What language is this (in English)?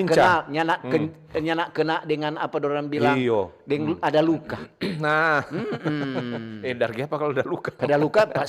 Manado Malay